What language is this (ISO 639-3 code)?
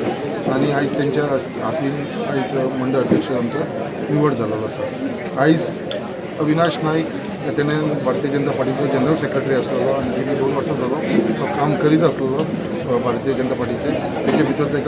kok